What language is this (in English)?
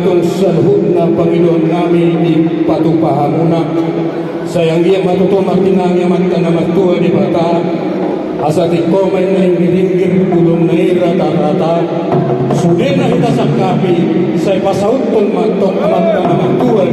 Batak Toba